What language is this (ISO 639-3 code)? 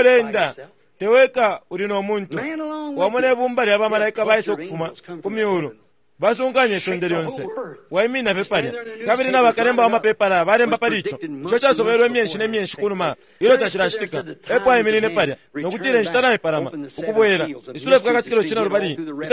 bem